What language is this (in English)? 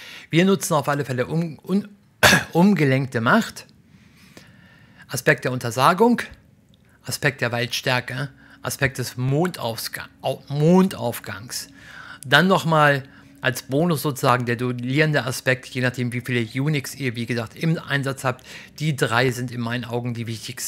German